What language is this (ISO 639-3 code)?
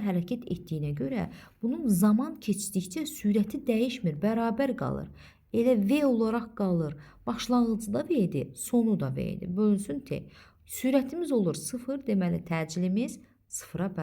aze